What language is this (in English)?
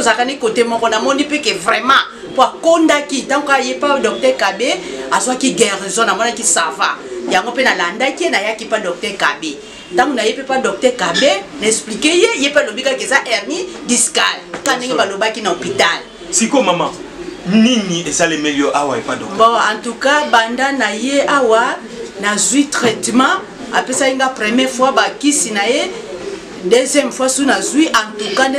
Lingala